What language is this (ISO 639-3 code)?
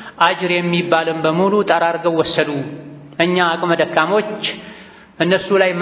amh